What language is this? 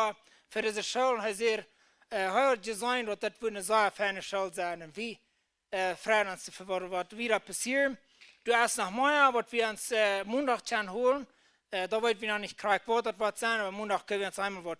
Plautdietsch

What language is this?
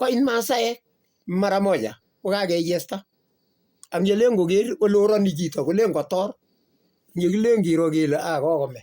Kalenjin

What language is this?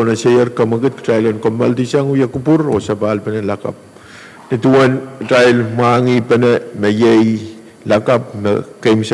Pohnpeian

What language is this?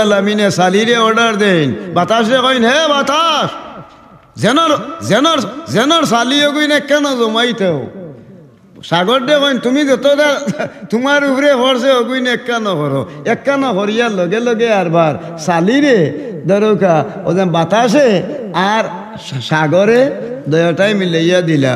Sylheti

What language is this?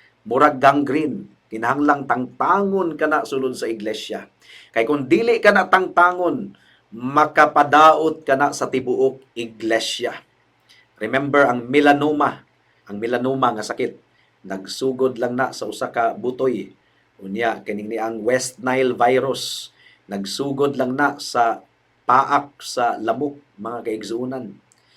Cebuano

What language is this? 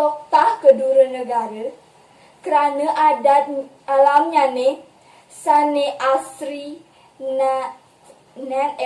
Balinese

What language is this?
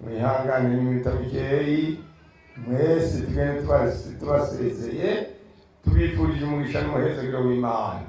Rundi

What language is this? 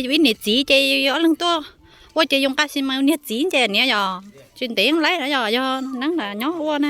Hmong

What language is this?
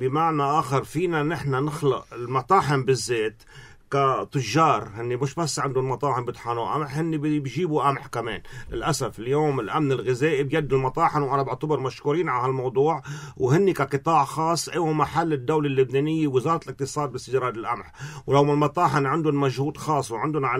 North Levantine Arabic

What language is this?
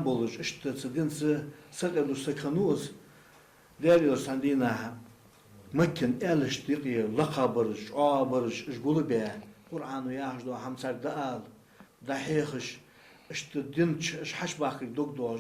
Ingush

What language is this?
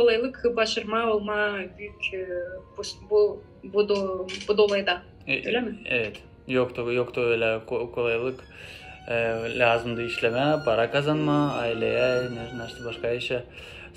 Gagauz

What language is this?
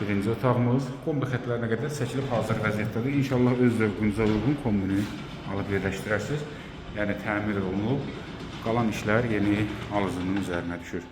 Azerbaijani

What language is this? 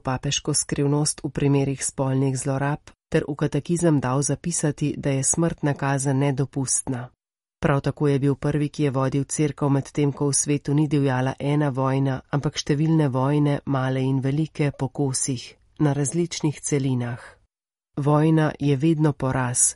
Slovenian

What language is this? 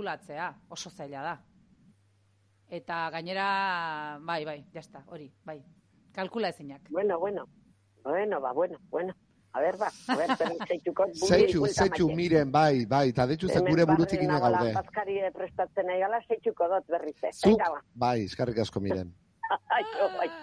Basque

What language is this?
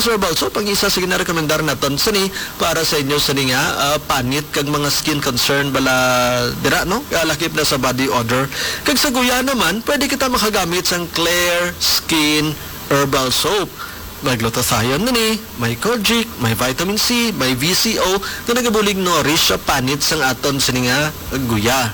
Hiligaynon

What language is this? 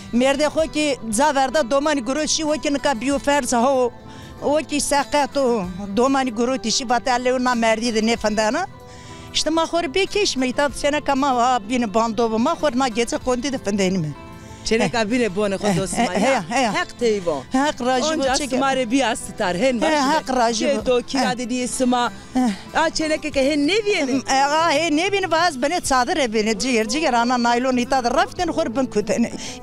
Zaza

